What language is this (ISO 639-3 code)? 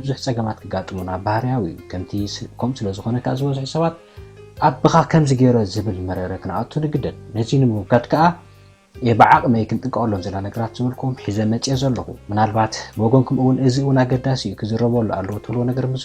tir